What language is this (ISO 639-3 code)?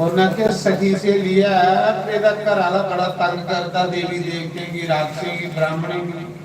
doi